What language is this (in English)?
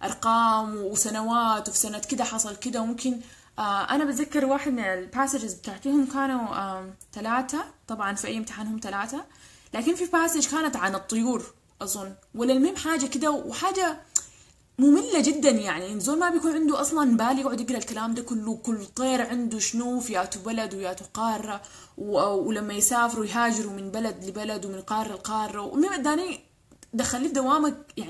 Sudanese Arabic